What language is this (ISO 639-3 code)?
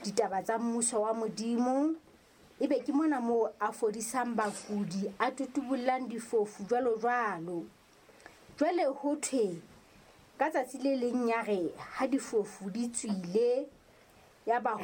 sot